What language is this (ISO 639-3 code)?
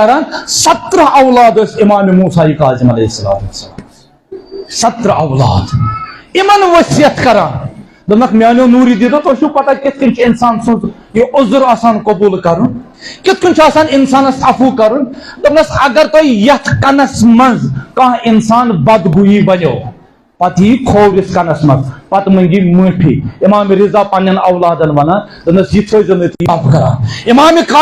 kas